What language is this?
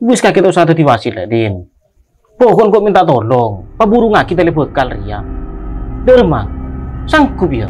Madurese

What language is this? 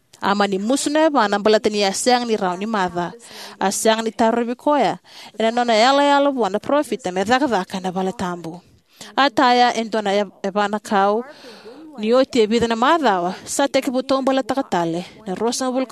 Fijian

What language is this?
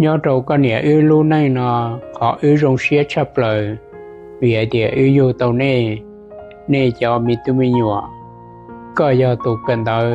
Hmong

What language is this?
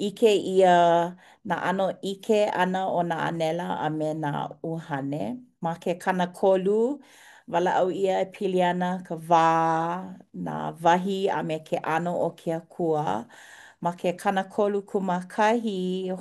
Hawaiian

